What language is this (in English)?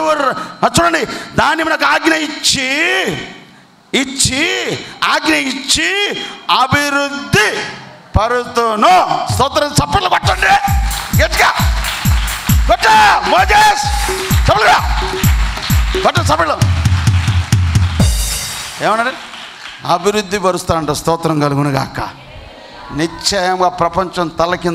Telugu